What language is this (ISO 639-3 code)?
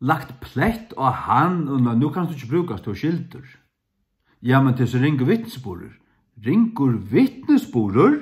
fao